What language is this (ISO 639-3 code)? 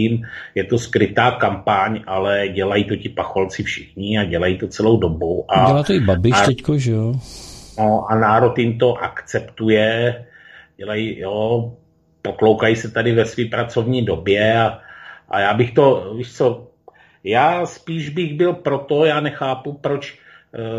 ces